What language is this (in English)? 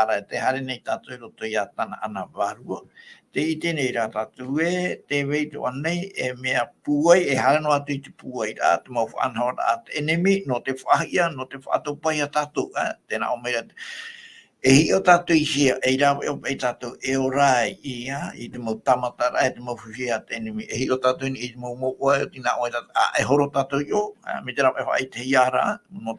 Tahitian